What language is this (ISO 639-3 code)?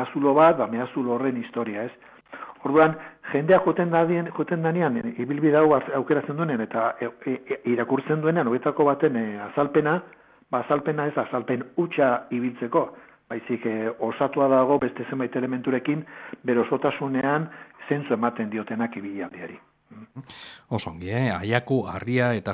eus